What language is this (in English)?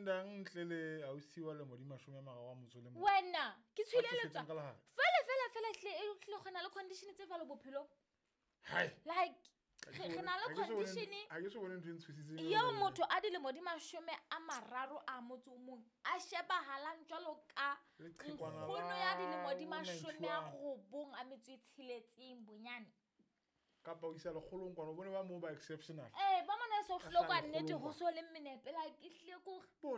Southern Sotho